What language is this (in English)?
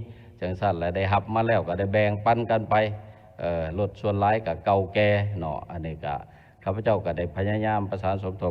Lao